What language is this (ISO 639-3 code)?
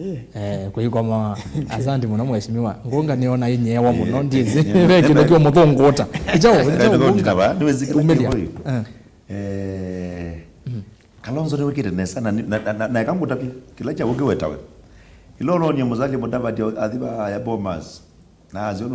kam